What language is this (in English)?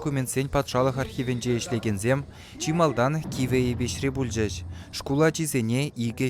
Chuvash